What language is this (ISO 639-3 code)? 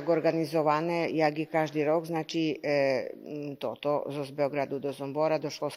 rue